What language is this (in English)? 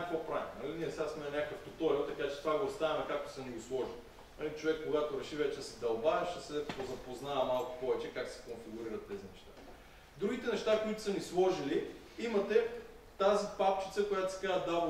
Bulgarian